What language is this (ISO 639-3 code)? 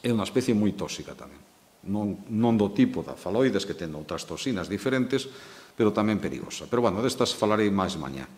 glg